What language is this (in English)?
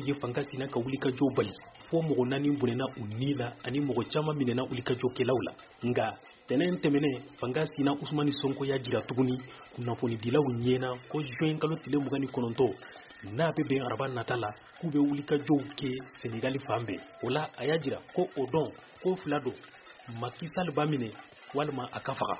Bambara